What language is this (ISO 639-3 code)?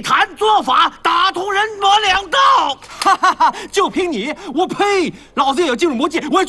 zho